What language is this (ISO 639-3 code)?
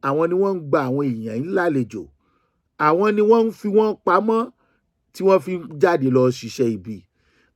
yor